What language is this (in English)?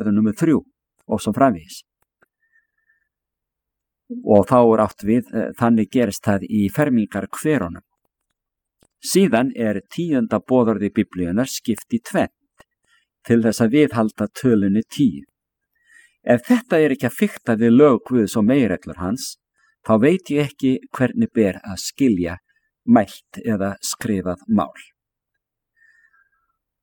Icelandic